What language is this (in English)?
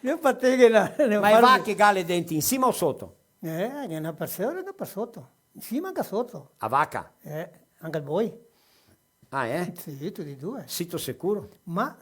Venetian